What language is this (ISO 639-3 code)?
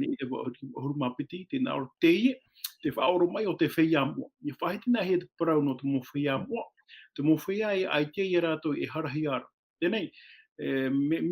tah